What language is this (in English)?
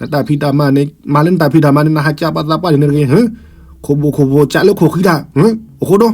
S'gaw Karen